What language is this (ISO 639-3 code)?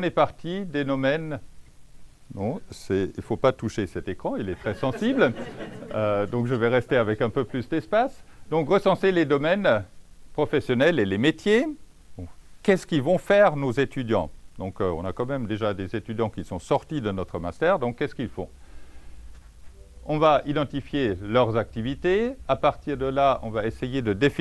fra